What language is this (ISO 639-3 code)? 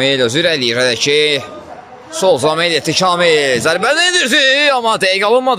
aze